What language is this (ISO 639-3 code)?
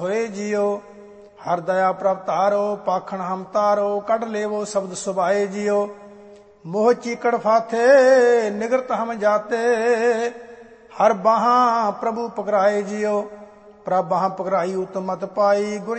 pan